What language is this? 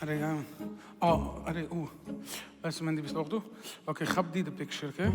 Yiddish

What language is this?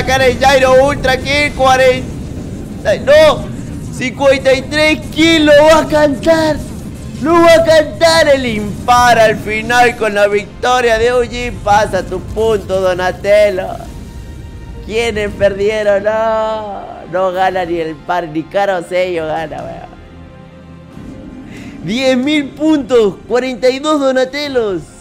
Spanish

